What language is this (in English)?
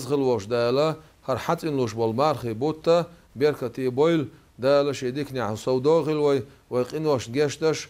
Chechen